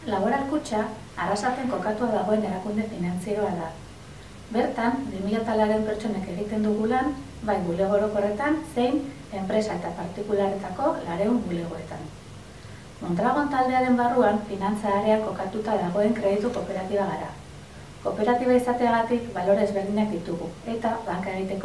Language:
Basque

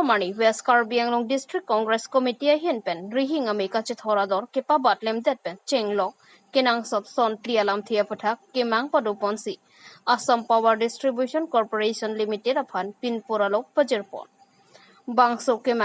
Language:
Karbi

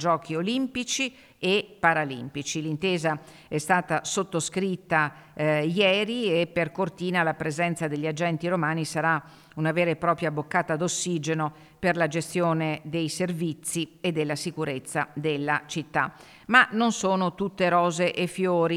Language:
Italian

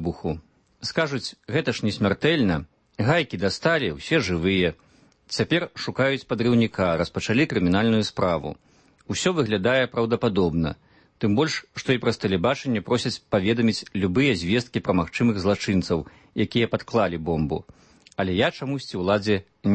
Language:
Belarusian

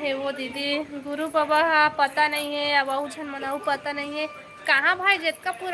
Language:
Chhattisgarhi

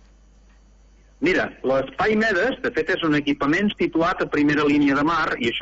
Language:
Catalan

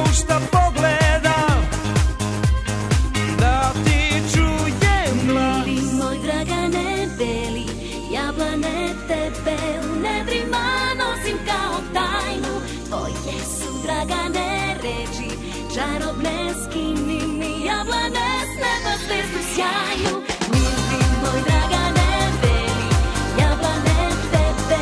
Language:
Serbian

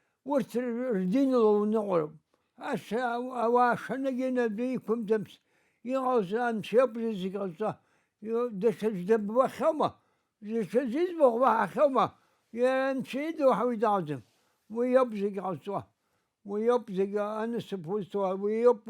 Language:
Abkhazian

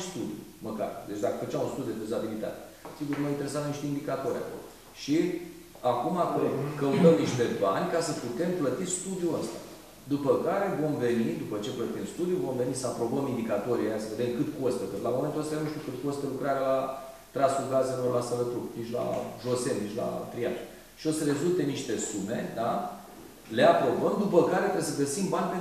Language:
Romanian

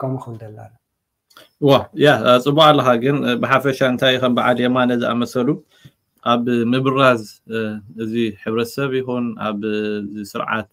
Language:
Tigrinya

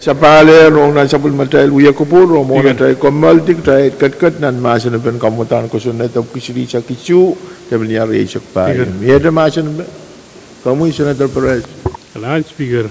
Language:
Pohnpeian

